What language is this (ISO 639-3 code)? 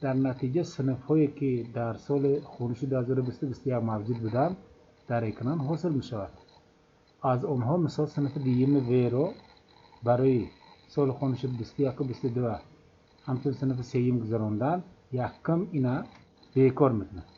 tgk